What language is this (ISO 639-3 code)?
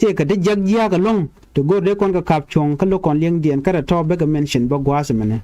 nus